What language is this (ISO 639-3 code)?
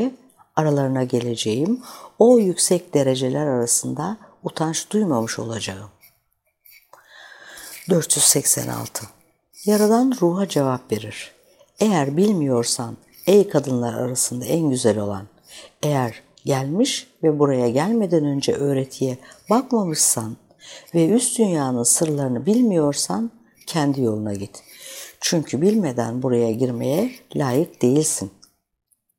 tur